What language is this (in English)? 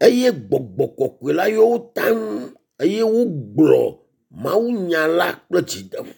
Ewe